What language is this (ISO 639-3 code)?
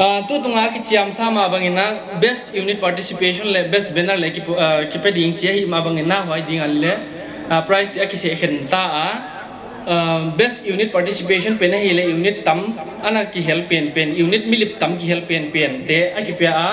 pck